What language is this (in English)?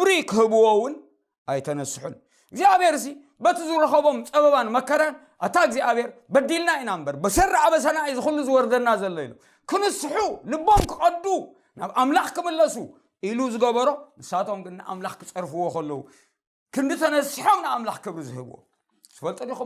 Tigrinya